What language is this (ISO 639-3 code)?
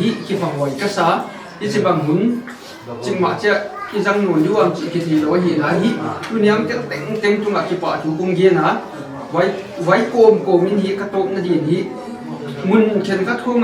pck